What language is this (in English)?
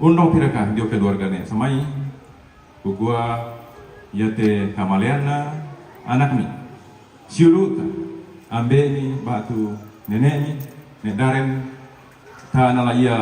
Toraja-Sa'dan